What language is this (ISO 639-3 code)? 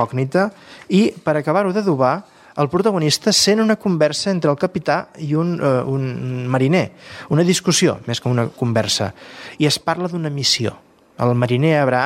cat